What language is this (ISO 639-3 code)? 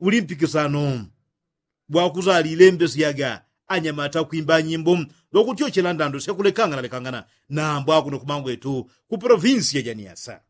yao